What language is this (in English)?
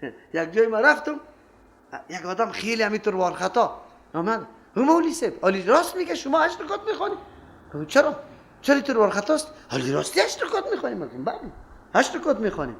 Persian